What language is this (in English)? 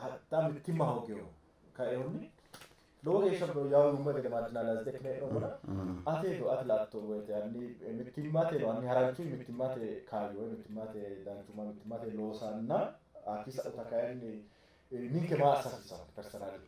Sidamo